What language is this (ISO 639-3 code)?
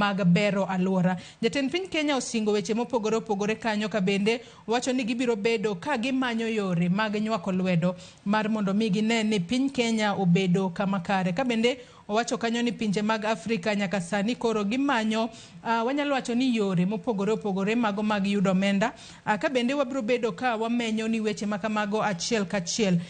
luo